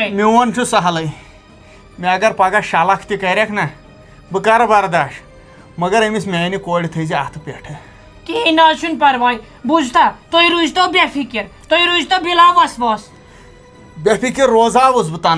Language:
Kashmiri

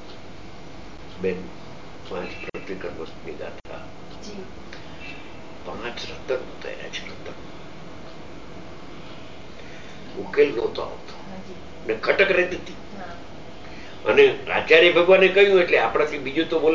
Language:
Gujarati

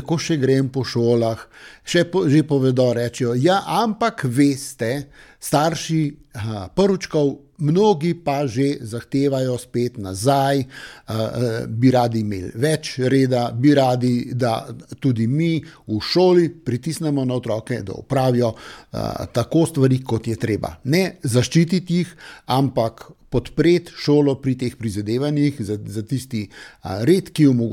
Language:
Slovenian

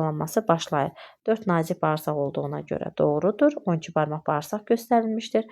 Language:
Azerbaijani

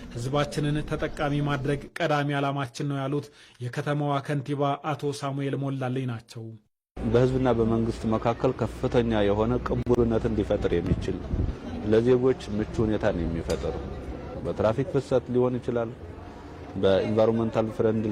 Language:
Amharic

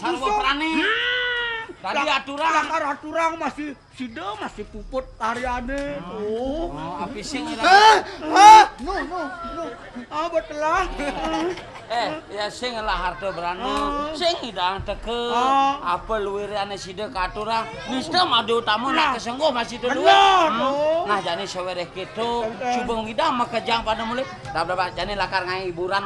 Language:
Balinese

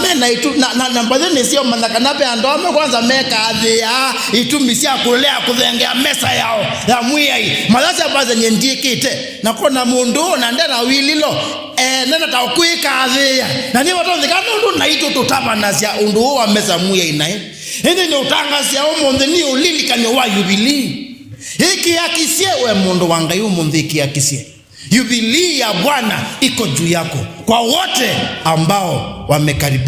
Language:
Kamba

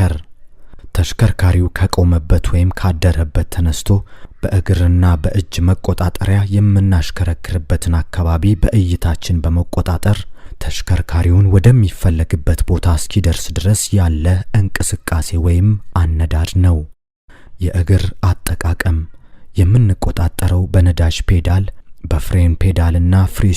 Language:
Amharic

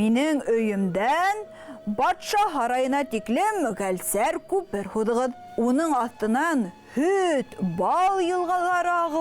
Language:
Bashkir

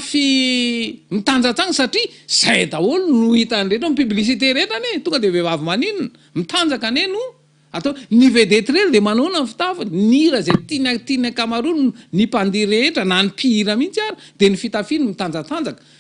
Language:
Malagasy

